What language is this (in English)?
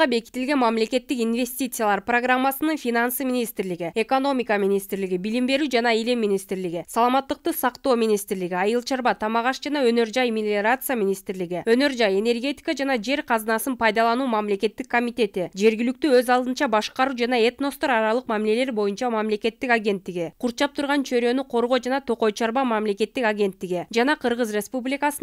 Kyrgyz